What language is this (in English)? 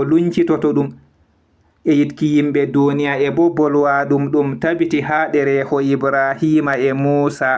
Fula